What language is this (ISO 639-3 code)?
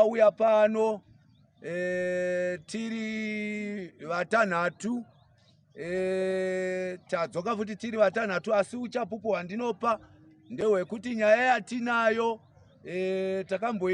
sna